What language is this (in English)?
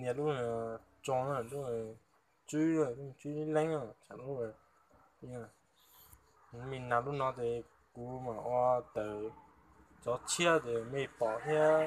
Hmong